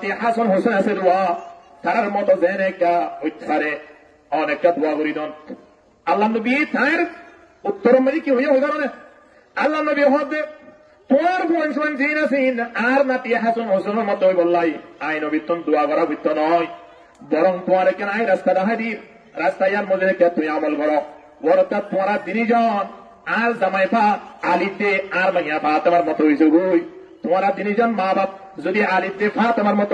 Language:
Rohingya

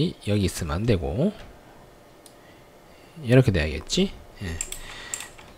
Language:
Korean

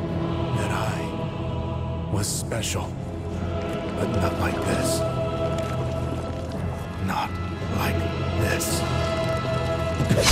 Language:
English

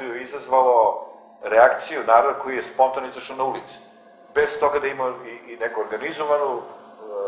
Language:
Serbian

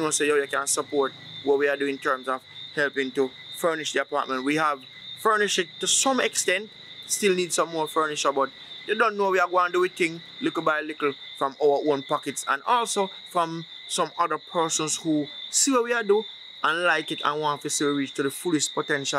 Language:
Jamaican Creole English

